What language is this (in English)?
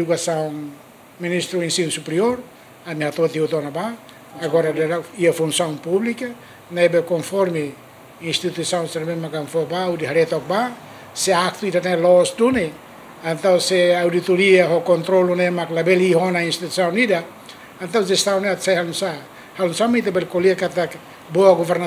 Tetum